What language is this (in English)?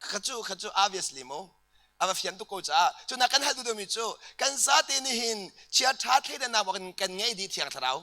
Hakha Chin